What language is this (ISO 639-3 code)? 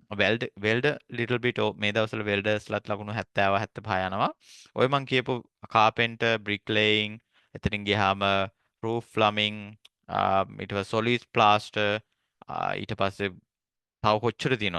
sin